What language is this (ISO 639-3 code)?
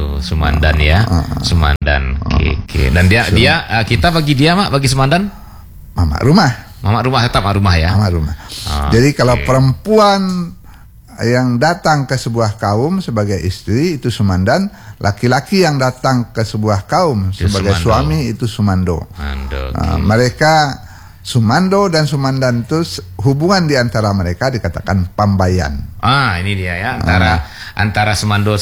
ind